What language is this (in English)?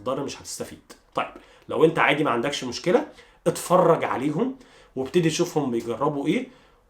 Egyptian Arabic